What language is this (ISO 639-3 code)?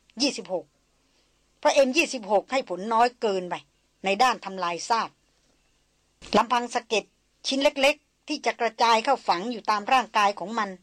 tha